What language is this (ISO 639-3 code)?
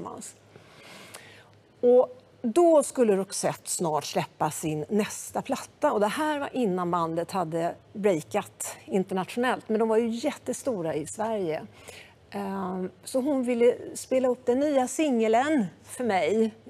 swe